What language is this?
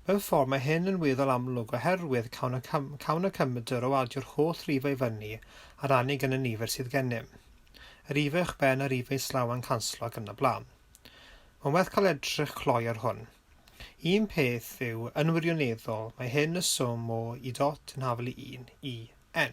Welsh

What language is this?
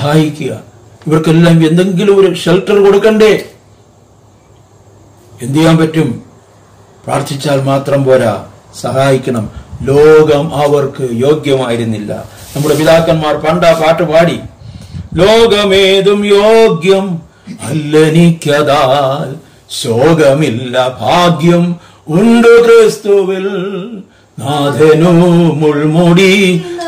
Malayalam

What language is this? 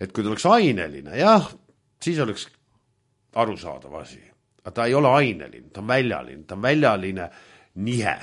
Estonian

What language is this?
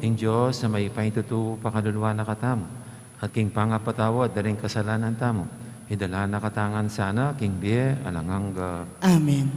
Pampanga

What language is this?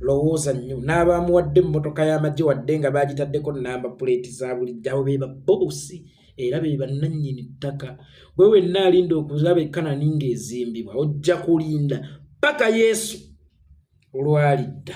Ganda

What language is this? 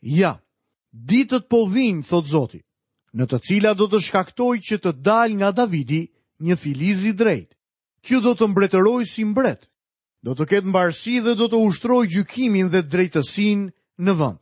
Albanian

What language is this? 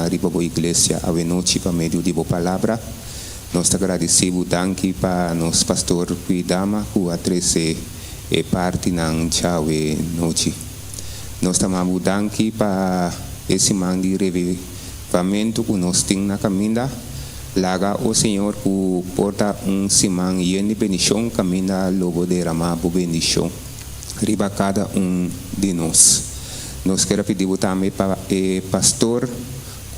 Papiamento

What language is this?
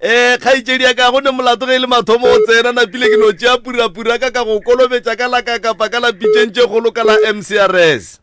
Northern Sotho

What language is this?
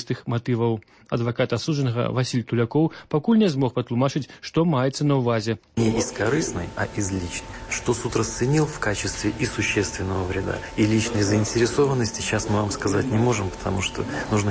Belarusian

